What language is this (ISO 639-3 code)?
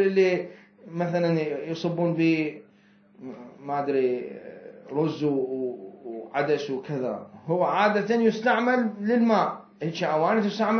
acm